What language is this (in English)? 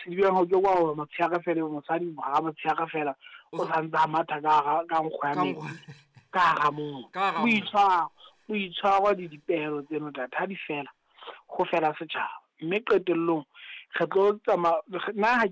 Southern Sotho